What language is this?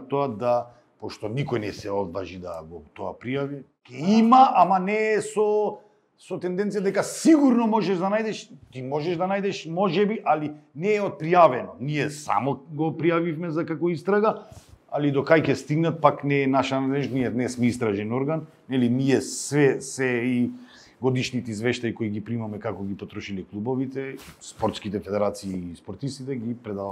Macedonian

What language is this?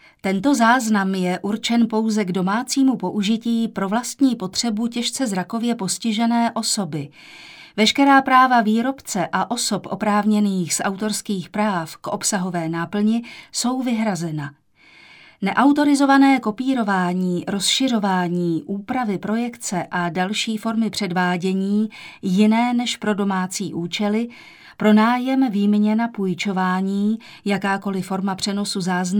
Czech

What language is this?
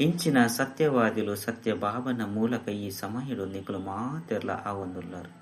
Tulu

